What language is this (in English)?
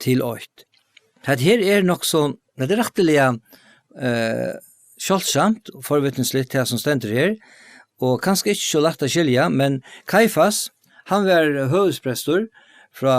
Faroese